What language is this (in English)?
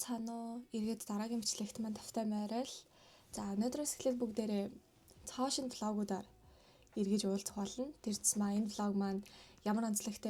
Mongolian